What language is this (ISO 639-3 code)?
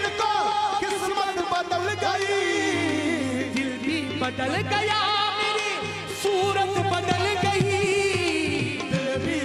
hin